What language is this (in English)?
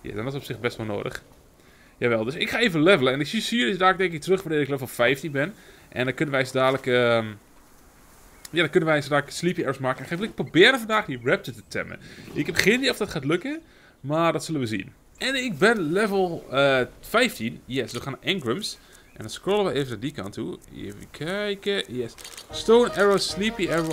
Dutch